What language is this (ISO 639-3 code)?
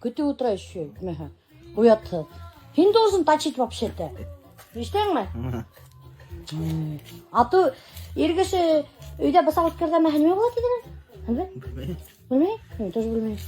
bak